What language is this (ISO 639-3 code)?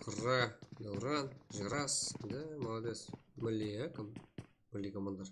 kaa